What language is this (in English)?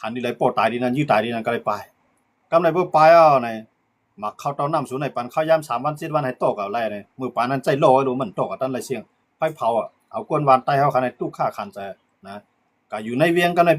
Shan